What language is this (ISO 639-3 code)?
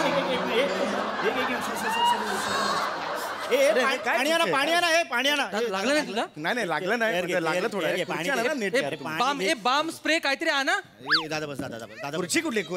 mar